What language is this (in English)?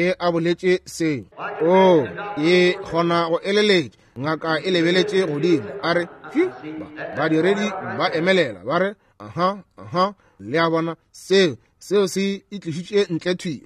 Northern Sotho